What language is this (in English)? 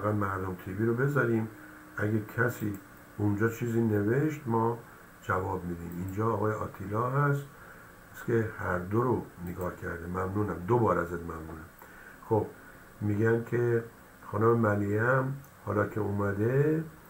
Persian